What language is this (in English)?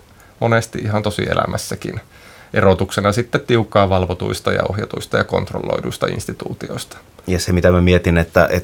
Finnish